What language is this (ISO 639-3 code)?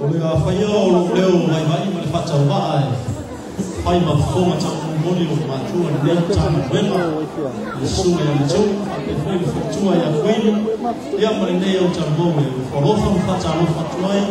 smo